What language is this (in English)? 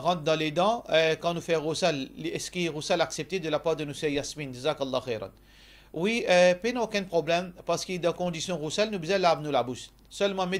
Morisyen